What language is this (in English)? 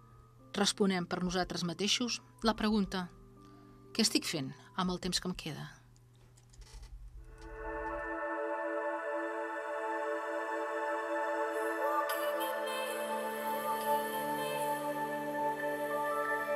Catalan